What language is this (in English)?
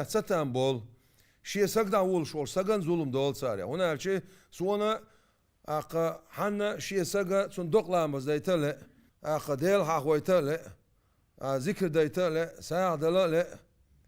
Chechen